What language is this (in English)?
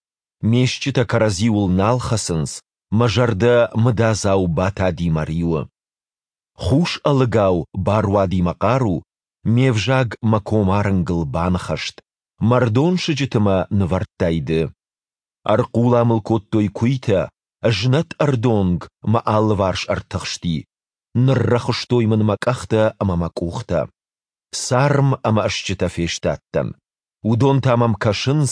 Ossetic